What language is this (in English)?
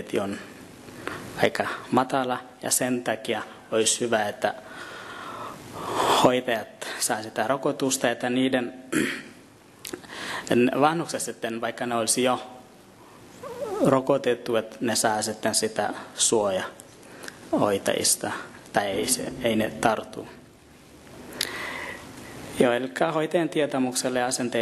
Finnish